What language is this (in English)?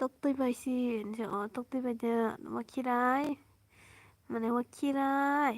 Kok Borok